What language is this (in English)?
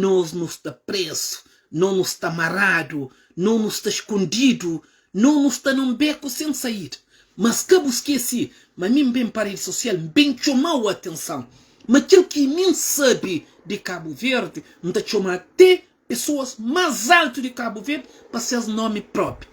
Kabuverdianu